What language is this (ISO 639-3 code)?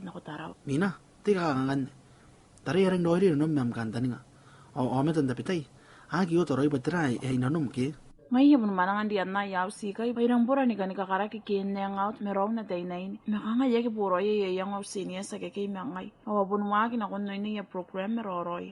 gil